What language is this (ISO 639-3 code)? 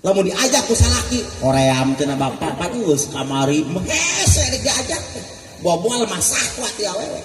sun